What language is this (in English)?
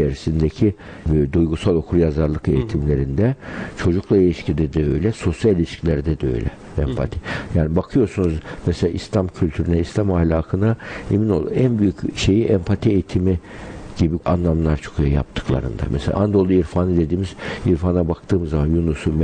Turkish